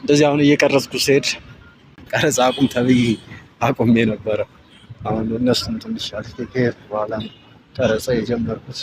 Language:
Amharic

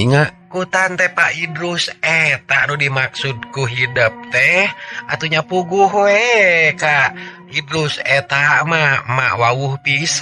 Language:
Sundanese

